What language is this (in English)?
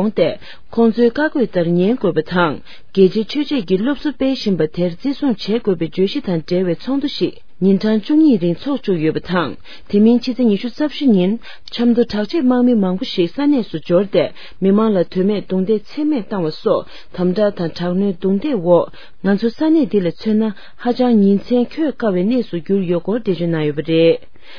Tibetan